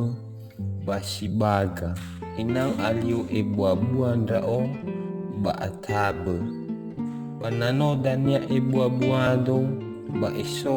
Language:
Nias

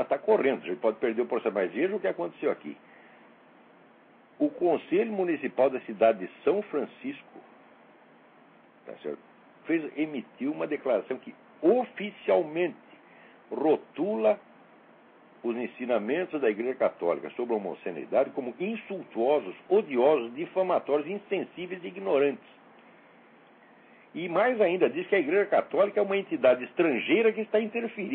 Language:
Portuguese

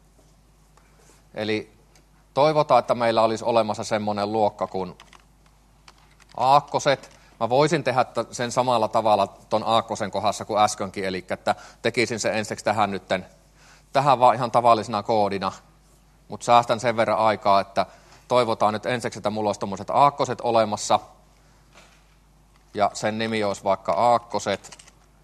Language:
Finnish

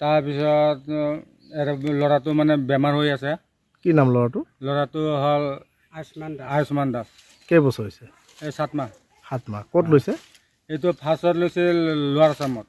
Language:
Assamese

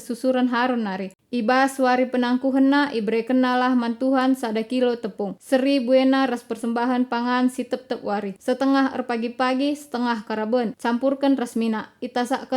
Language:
Batak Karo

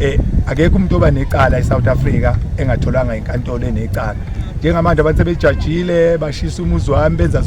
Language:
Zulu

